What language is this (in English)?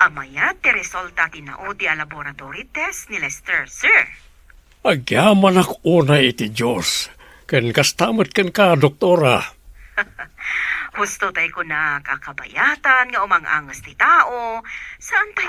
Iloko